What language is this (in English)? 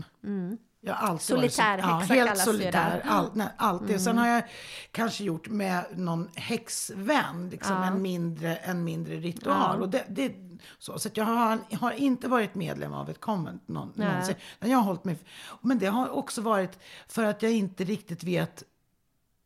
Swedish